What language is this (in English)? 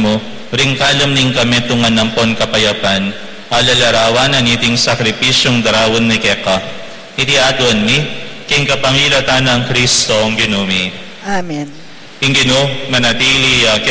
Pampanga